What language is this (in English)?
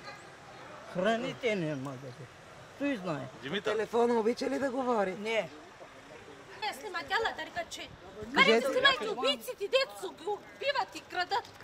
Bulgarian